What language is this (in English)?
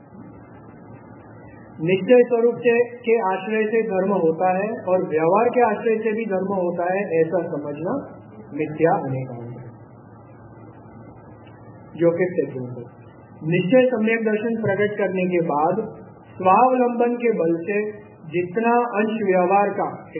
Gujarati